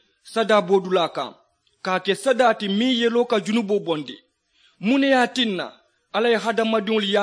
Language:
Mandingo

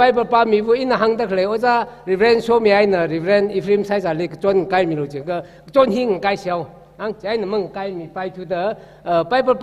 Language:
Tangkhul Naga (India)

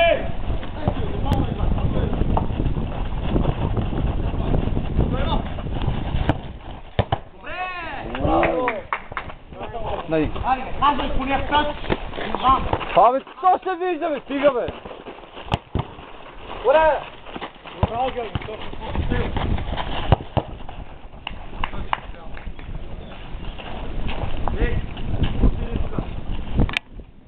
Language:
Bulgarian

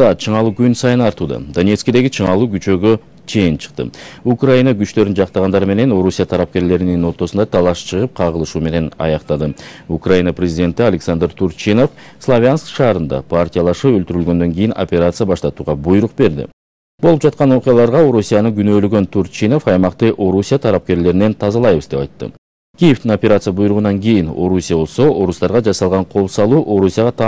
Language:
Kyrgyz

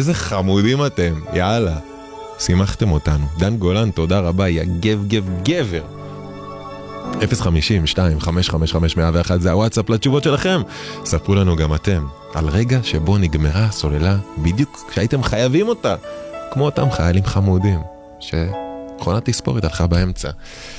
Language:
Hebrew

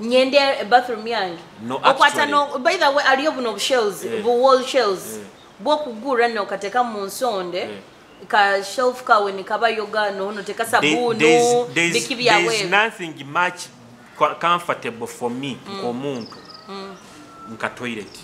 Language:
Nyoro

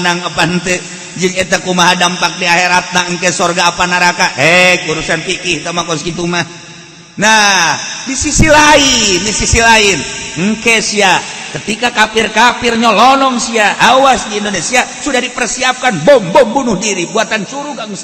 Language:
Sundanese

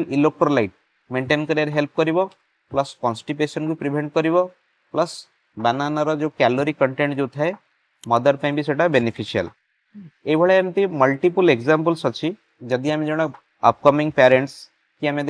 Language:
Odia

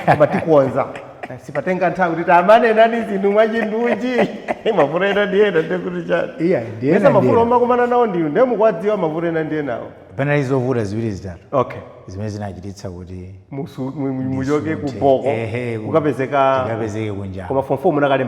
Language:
Nyanja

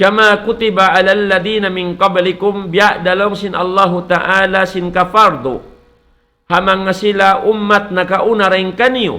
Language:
Tausug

